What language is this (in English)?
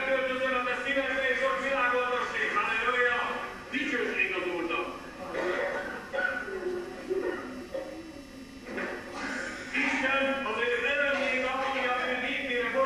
Hungarian